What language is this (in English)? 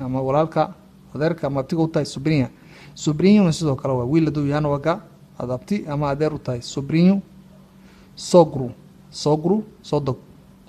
Somali